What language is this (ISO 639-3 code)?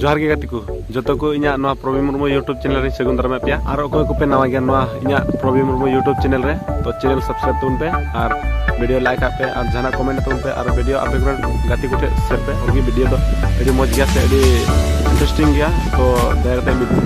sat